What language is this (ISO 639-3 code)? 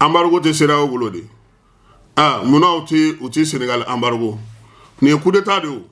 bam